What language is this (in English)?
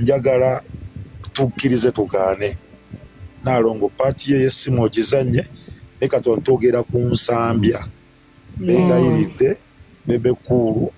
Ganda